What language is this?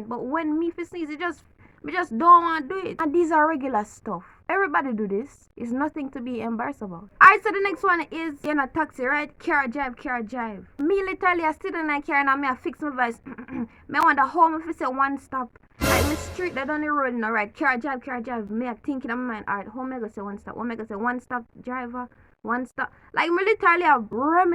Jamaican Creole English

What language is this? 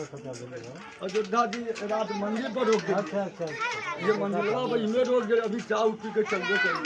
Maithili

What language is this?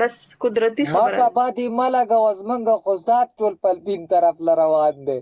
Pashto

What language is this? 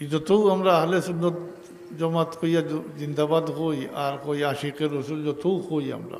Sylheti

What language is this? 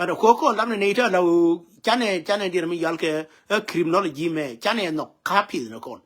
Nuer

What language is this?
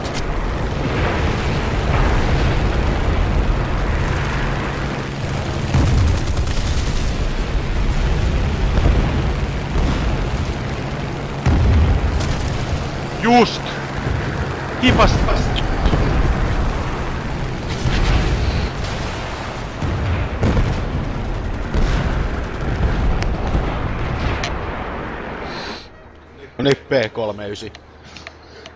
Finnish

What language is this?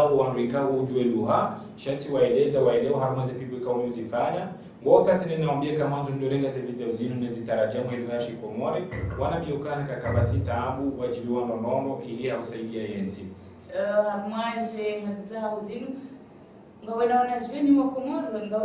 Ngazidja Comorian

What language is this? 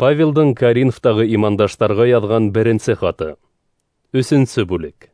Bashkir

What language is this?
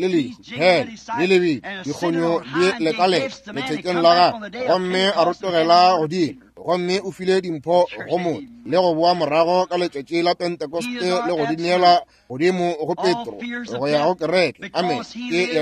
Northern Sotho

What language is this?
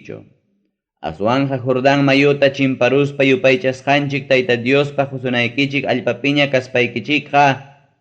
Ayacucho Quechua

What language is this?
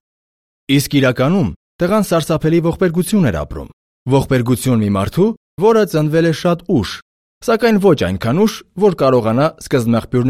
Armenian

